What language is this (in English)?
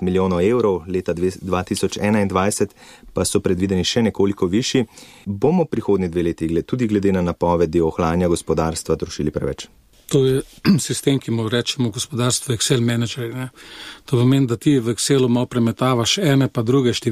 Slovenian